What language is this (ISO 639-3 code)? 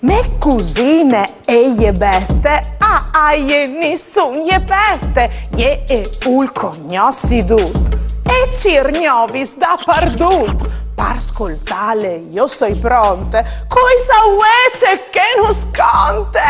fur